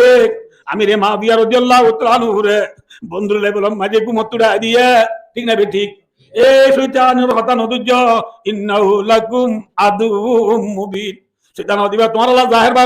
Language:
Rohingya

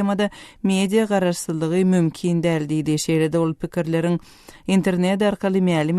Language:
Turkmen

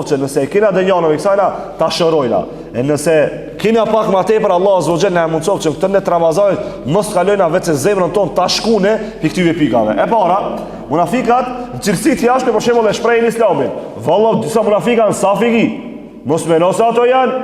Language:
Albanian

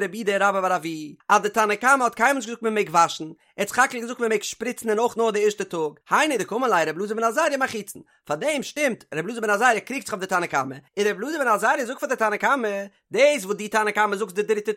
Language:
Yiddish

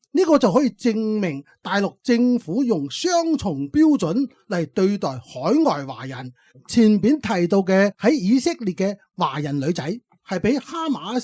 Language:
Cantonese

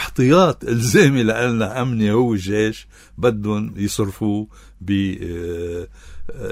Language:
North Levantine Arabic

